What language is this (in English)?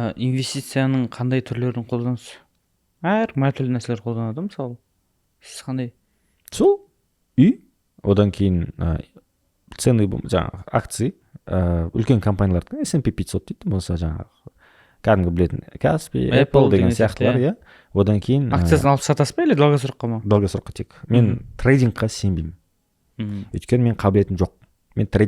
Kazakh